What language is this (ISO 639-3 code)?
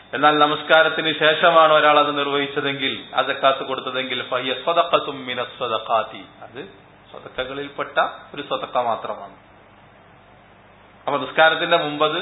mal